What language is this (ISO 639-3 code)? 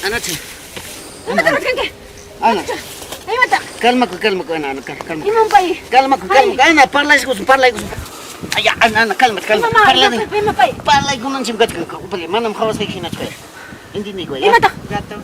quy